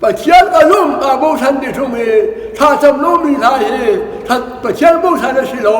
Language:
Hakha Chin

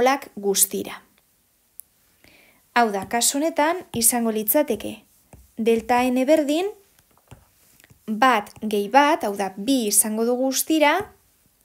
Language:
Basque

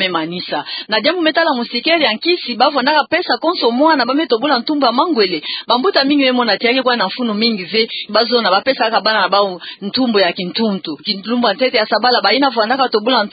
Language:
Kituba (Democratic Republic of Congo)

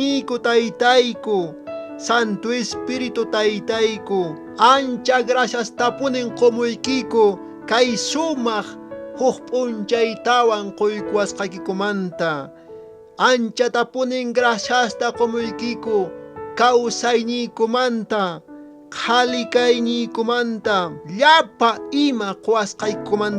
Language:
Quechua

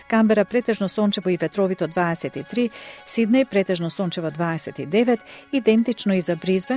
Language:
Macedonian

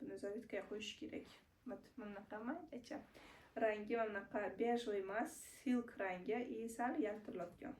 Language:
Uzbek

